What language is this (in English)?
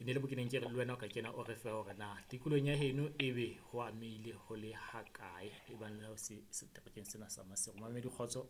Southern Sotho